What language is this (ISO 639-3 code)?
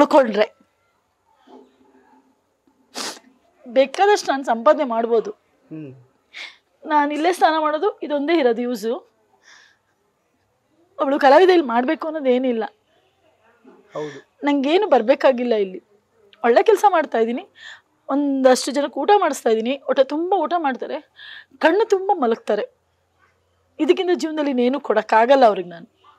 kan